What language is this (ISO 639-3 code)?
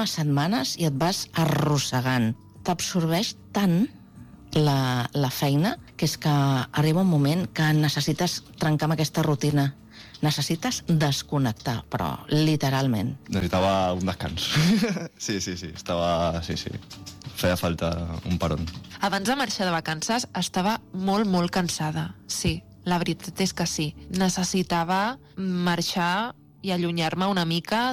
cat